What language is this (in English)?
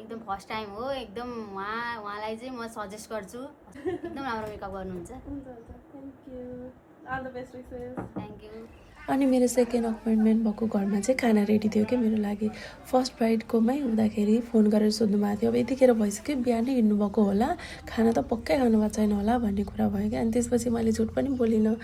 Nepali